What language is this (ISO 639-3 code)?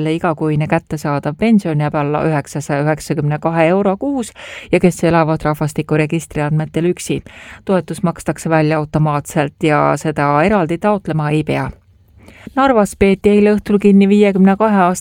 est